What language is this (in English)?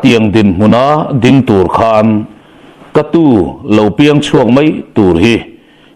Mizo